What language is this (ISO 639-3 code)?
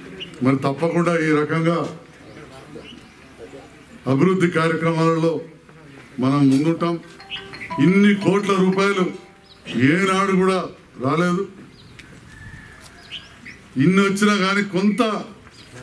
tel